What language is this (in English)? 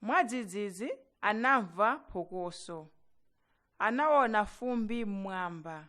Nyanja